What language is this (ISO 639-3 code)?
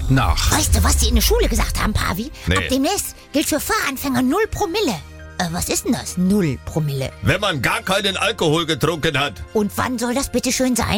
deu